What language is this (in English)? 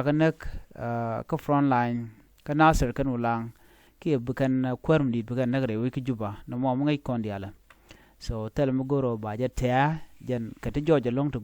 Nuer